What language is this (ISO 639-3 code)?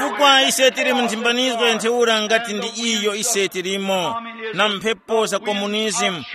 tum